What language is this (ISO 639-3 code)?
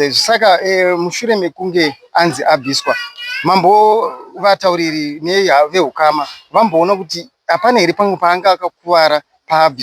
sna